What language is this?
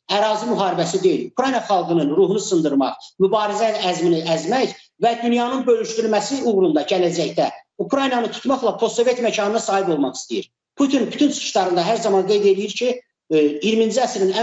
Azerbaijani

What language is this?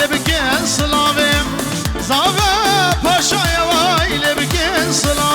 Kurdish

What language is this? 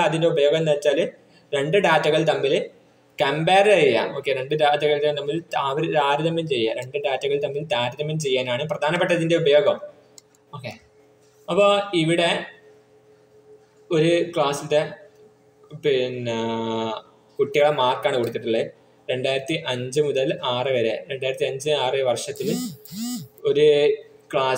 Malayalam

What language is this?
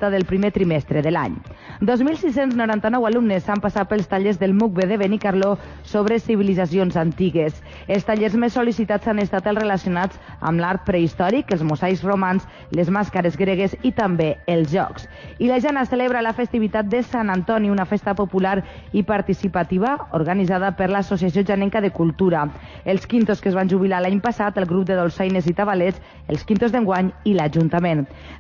Catalan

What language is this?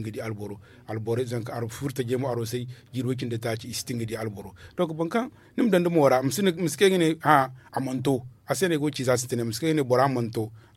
Zarma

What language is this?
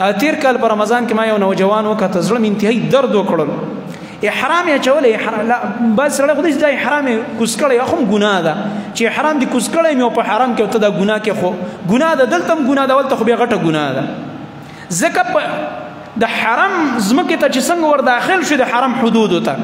Pashto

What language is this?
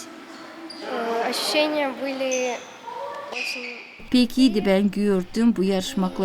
Gagauz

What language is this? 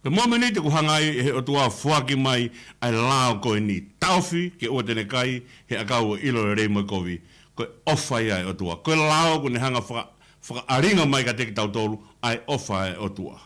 Tongan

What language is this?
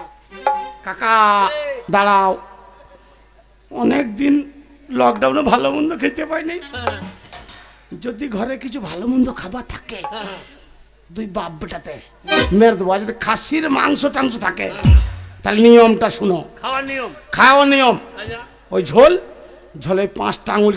Bangla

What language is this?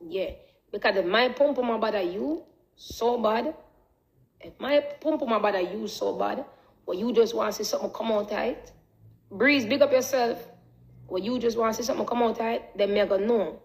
Jamaican Creole English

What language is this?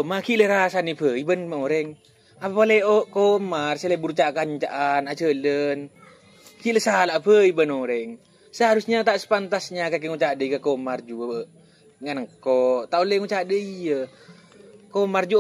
Madurese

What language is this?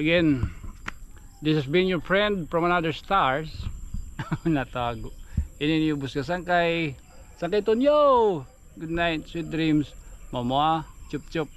Waray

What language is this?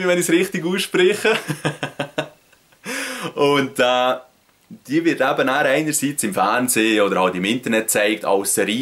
Swiss German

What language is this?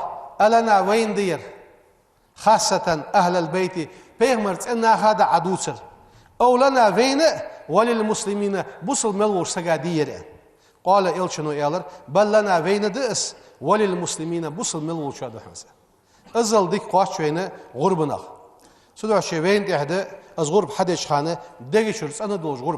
Ingush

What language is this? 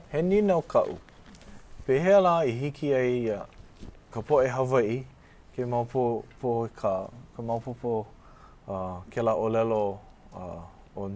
Hawaiian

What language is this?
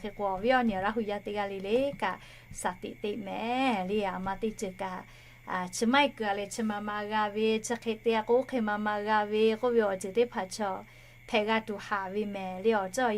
Lahu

